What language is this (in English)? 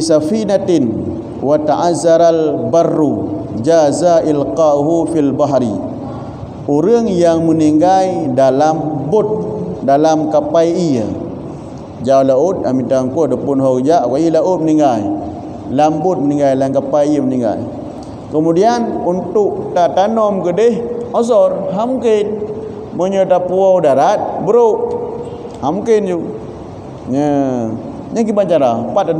Achinese